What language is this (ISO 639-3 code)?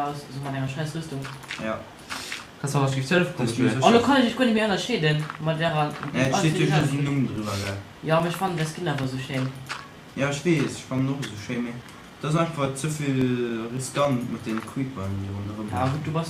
ltz